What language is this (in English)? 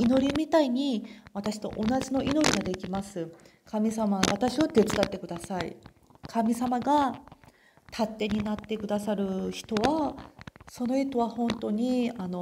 Japanese